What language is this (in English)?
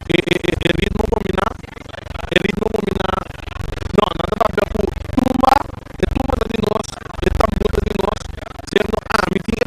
Papiamento